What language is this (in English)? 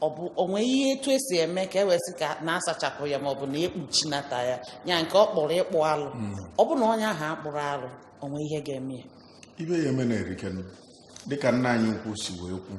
Igbo